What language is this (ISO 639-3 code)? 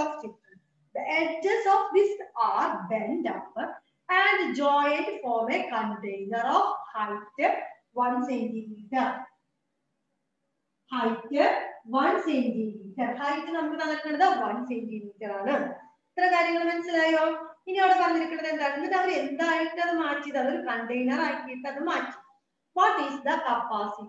mal